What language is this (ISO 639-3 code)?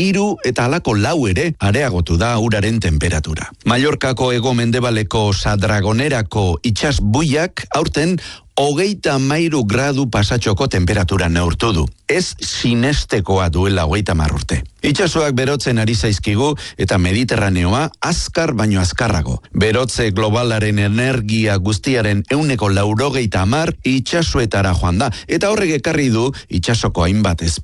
eus